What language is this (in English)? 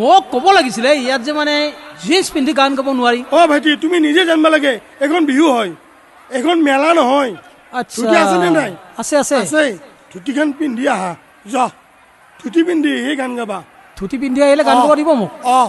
Assamese